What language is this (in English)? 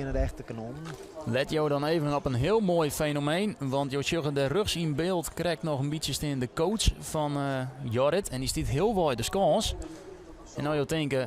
Western Frisian